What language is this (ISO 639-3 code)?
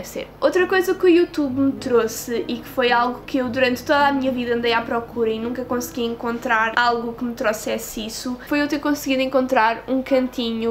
por